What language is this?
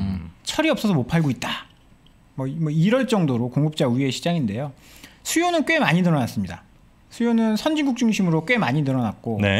Korean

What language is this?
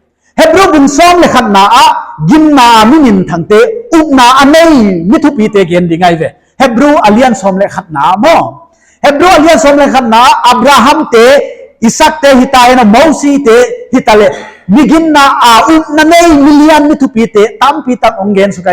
Paite Chin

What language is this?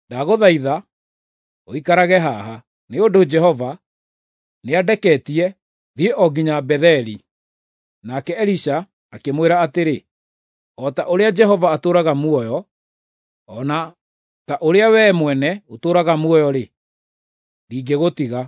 Kikuyu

